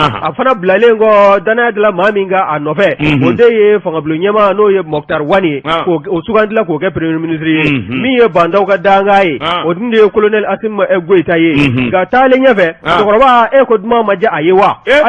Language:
Bambara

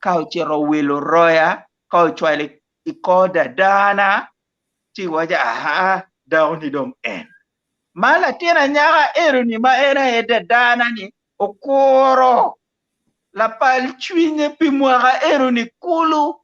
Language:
Acoli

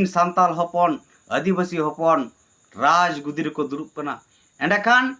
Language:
Santali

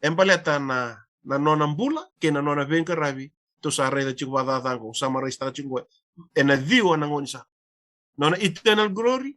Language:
Fijian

